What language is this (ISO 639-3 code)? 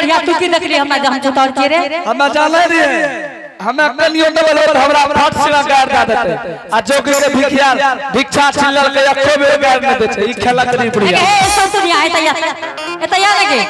anp